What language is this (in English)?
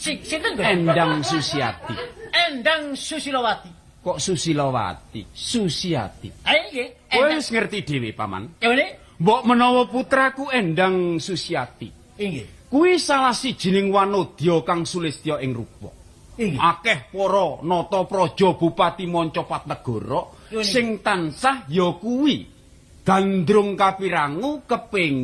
Javanese